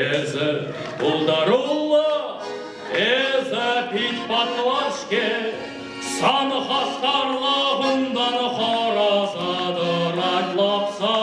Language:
Chuvash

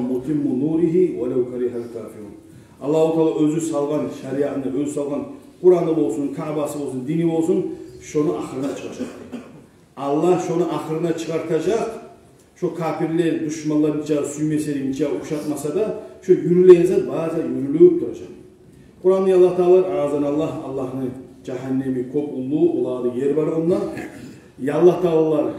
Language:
Kumyk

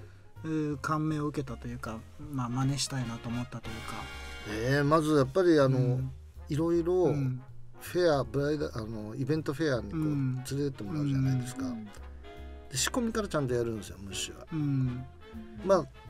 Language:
Japanese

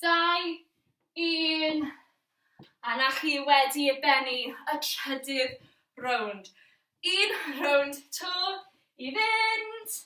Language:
Welsh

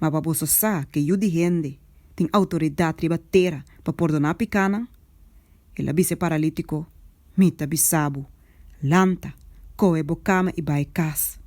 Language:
Papiamento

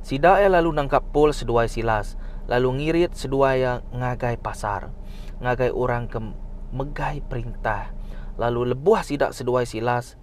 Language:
Iban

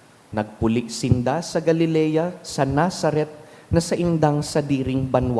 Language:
Bikol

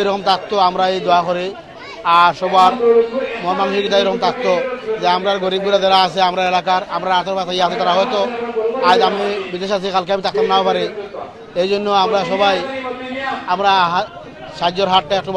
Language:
Sylheti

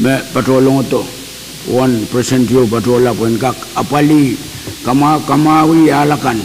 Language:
Pohnpeian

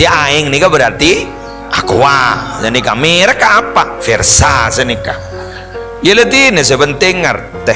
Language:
Madurese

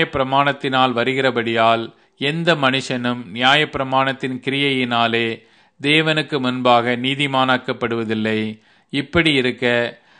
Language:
Tamil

